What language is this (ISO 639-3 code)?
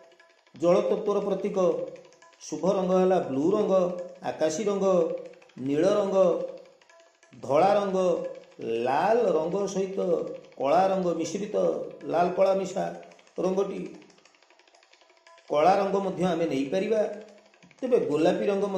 ori